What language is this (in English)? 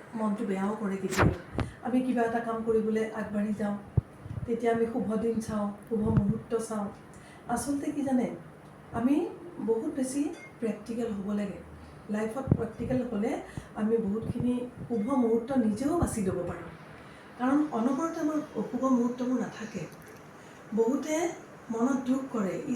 Assamese